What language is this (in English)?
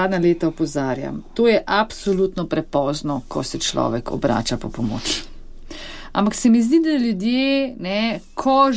Slovenian